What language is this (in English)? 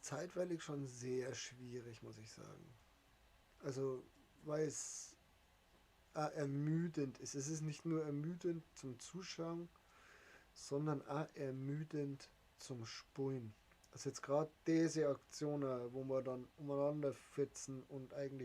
Bavarian